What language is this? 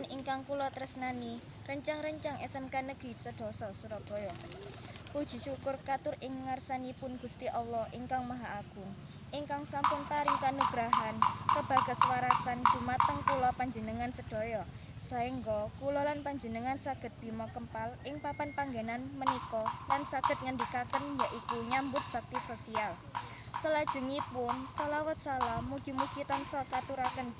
Javanese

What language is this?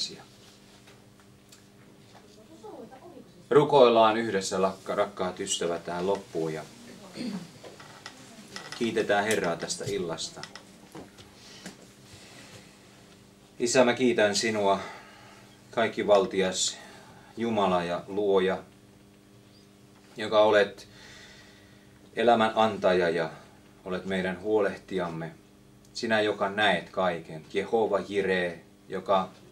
Finnish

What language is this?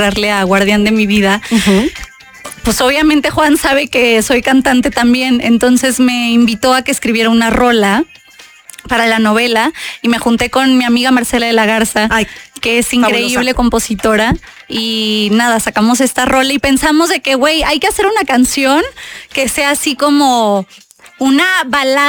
Spanish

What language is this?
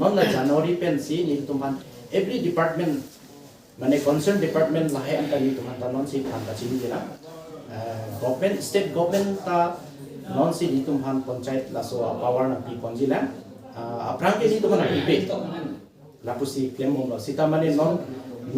Karbi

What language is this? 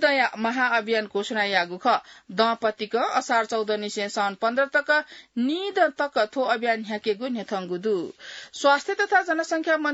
Newari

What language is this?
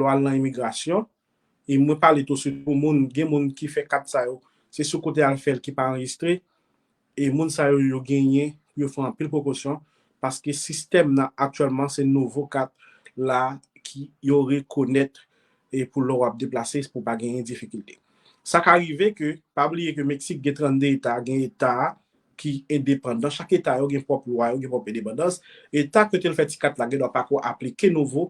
Haitian Creole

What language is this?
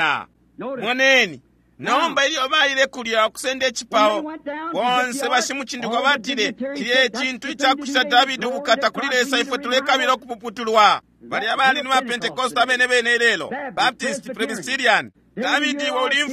Bemba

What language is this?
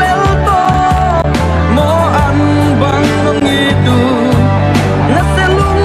Paite Chin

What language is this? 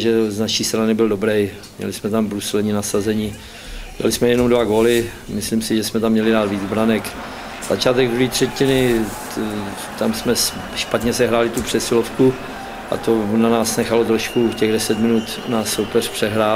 Czech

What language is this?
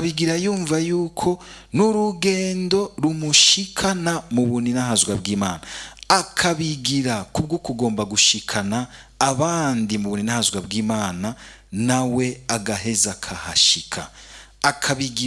Rundi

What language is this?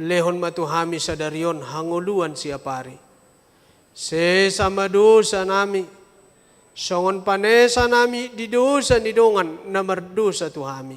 Batak Toba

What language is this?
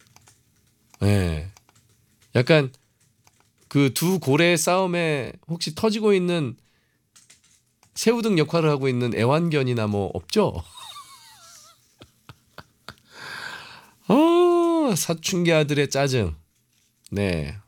Korean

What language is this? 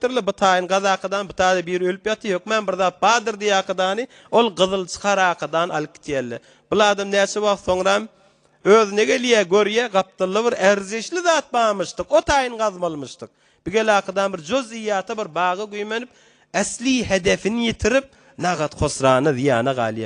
Turkmen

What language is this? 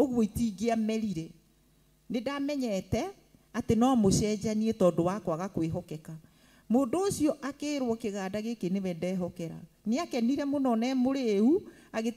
Kikuyu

